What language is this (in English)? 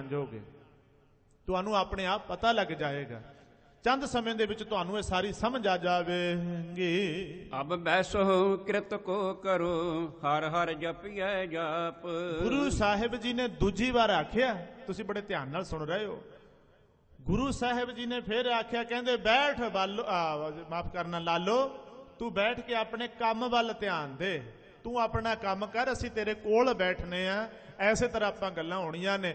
Punjabi